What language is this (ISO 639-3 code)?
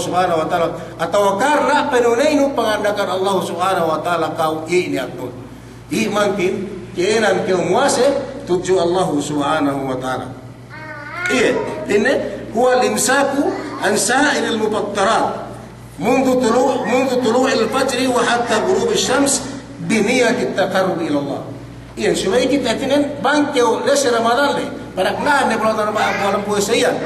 yka